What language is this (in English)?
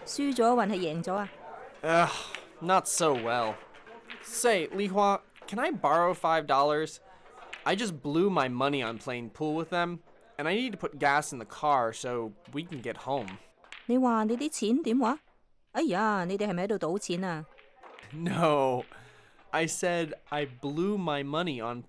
Cantonese